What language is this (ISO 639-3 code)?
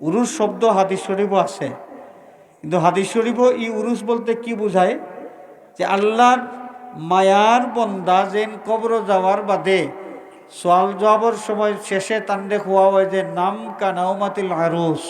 syl